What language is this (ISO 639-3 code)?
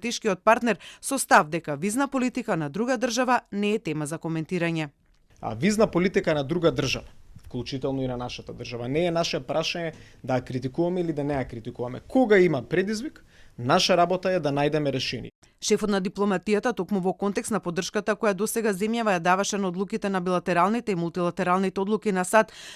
mkd